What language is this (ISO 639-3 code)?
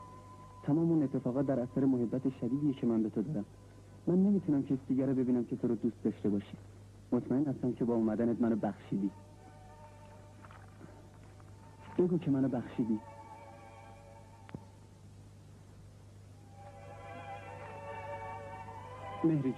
fas